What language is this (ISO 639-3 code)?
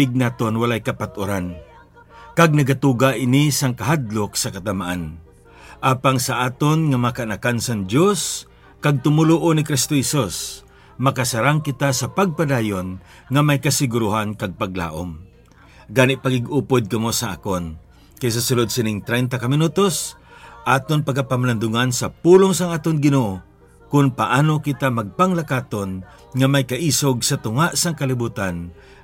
hil